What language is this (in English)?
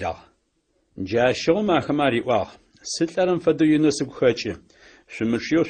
Adyghe